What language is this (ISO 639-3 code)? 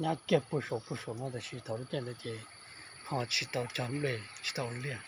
hmn